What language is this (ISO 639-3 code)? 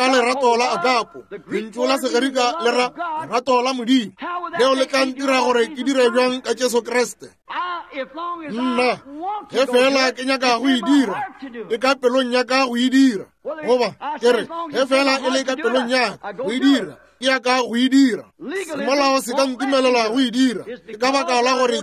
nso